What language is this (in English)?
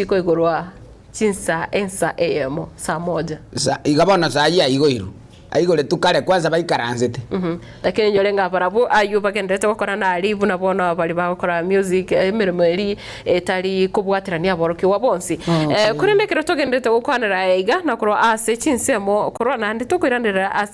Gusii